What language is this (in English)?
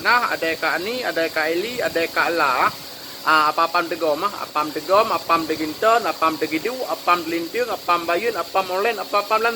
Achinese